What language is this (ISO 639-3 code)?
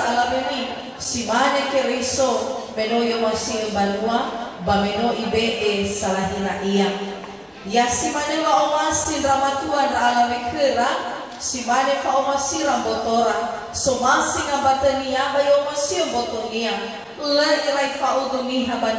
nia